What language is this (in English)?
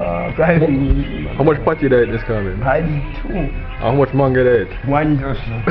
Jamaican Creole English